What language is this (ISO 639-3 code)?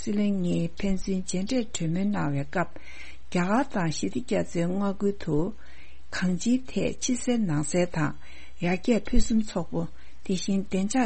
bod